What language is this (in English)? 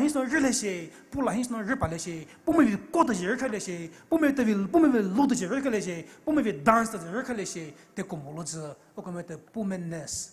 Poumei Naga